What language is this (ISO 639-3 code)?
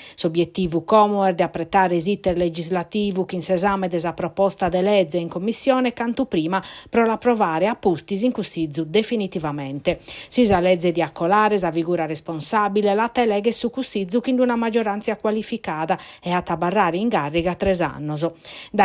srd